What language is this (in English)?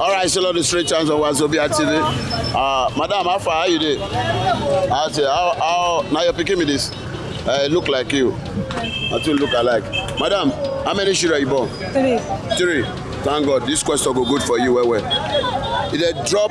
Nigerian Pidgin